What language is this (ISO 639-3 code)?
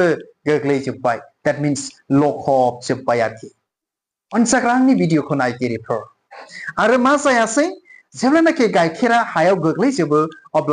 brx